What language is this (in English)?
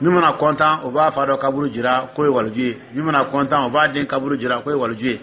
Dyula